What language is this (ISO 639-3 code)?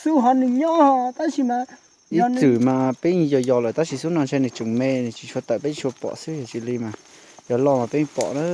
hmn